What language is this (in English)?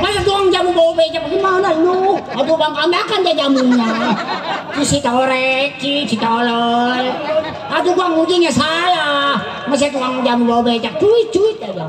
Betawi